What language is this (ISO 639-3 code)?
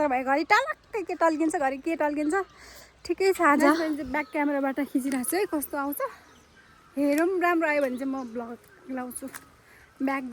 nep